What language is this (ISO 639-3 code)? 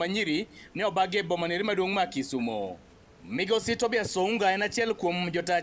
luo